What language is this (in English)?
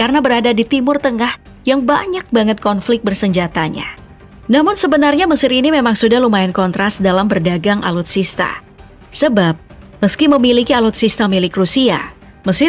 Indonesian